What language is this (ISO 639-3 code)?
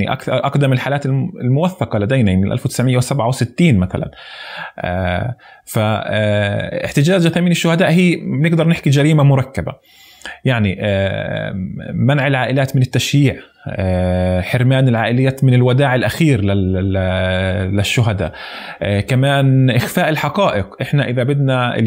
apc